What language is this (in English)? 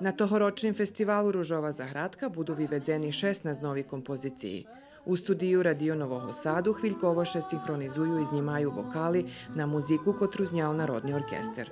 Rusyn